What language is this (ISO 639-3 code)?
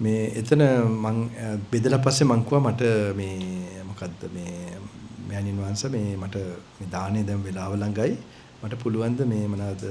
sin